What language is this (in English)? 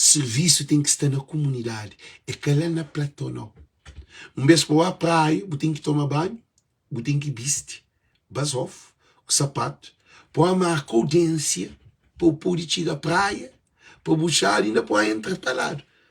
Kabuverdianu